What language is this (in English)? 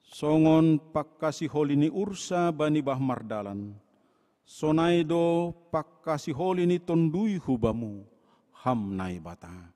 Batak Simalungun